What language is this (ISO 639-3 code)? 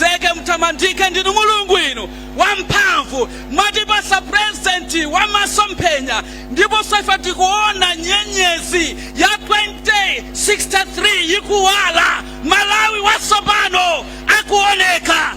nya